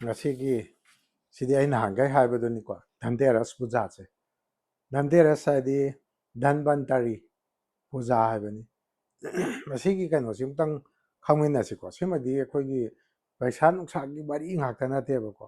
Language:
Manipuri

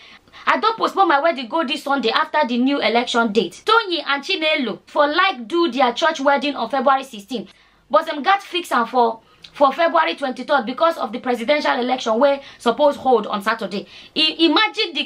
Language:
Nigerian Pidgin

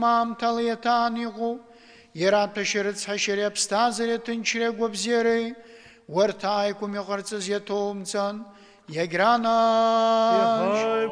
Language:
Abkhazian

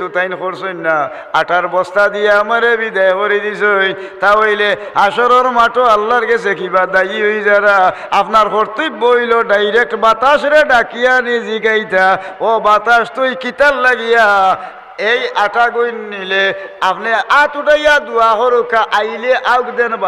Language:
Sylheti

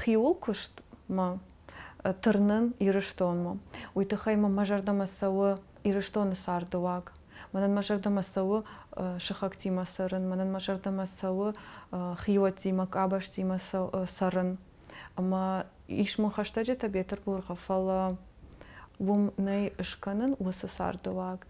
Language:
Ossetic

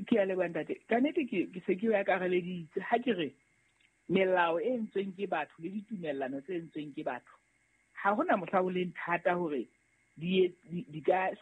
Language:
Southern Sotho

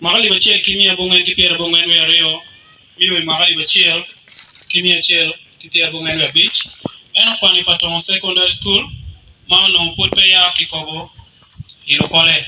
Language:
Acoli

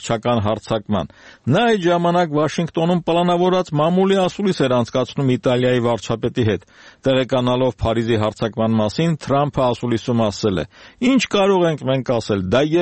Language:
Armenian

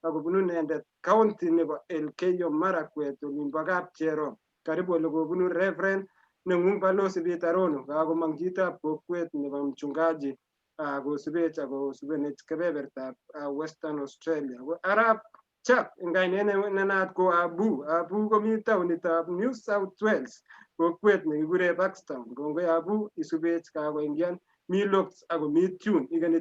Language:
Kalenjin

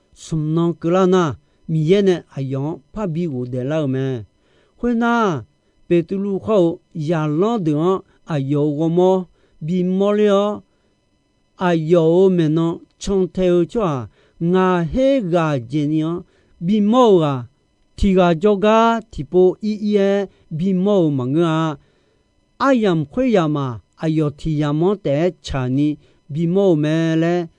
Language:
Akha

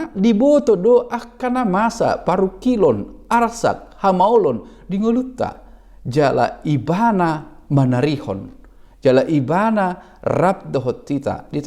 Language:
Batak Toba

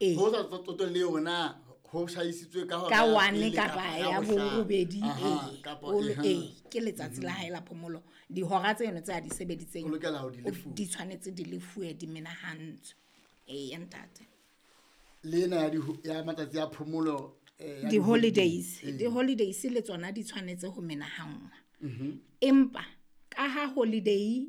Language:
Southern Sotho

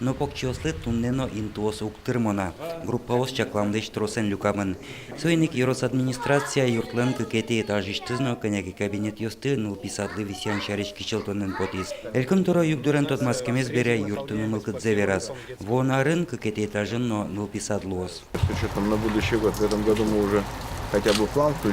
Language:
Udmurt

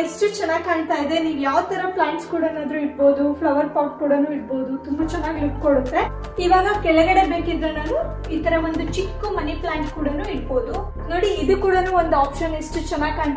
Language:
Kannada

